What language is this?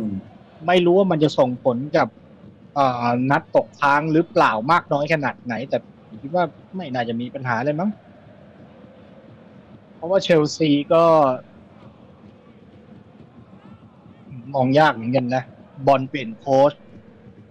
Thai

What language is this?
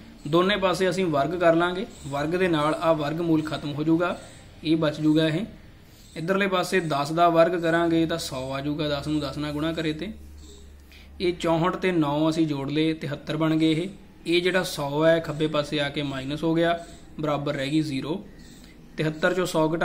Punjabi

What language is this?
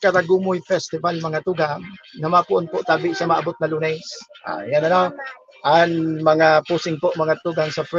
Bikol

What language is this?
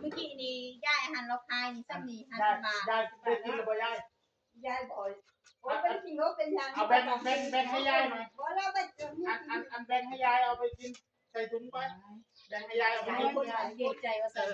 Northeastern Thai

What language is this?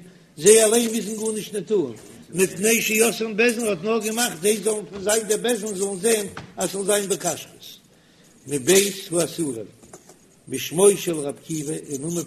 Yiddish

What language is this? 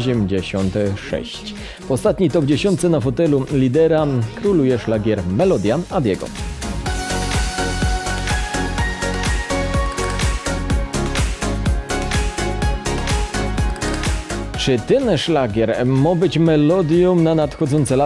Polish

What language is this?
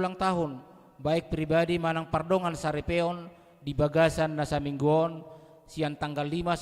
Batak Toba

